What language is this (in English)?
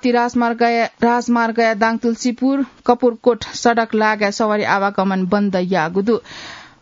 Newari